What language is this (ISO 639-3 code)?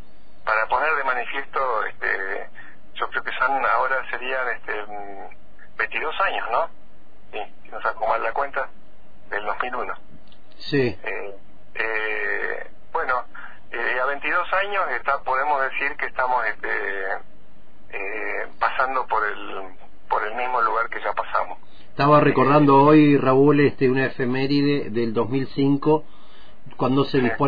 spa